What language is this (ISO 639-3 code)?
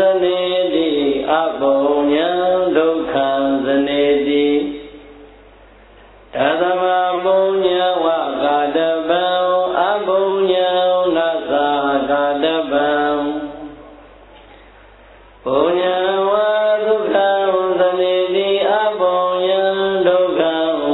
mya